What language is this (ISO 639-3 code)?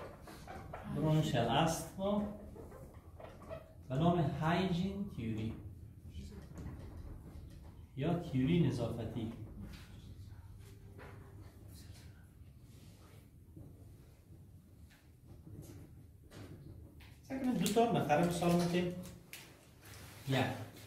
fas